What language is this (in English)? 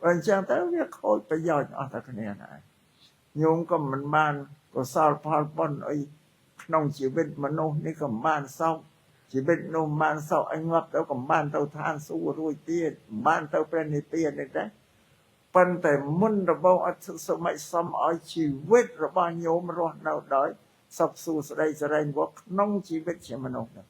Khmer